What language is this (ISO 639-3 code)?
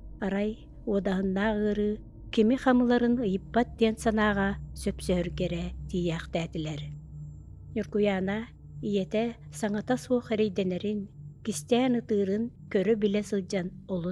sah